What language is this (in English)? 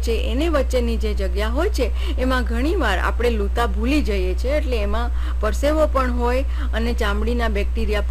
Gujarati